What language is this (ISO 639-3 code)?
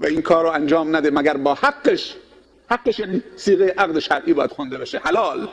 fas